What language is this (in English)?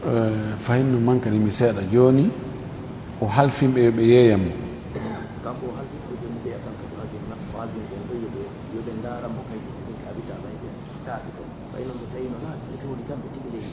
Fula